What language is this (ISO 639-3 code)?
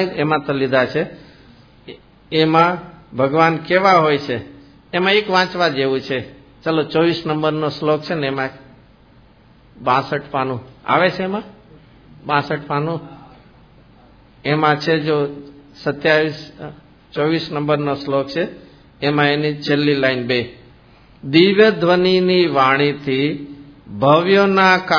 guj